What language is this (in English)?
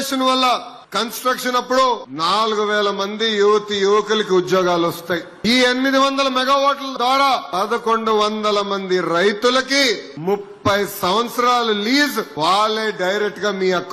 Telugu